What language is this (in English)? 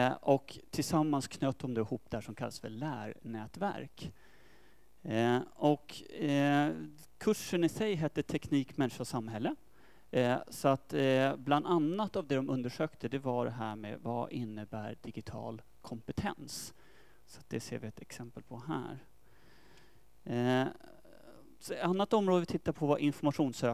Swedish